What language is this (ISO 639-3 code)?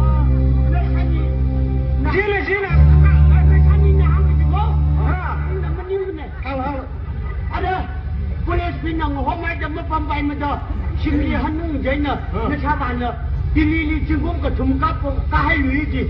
nmf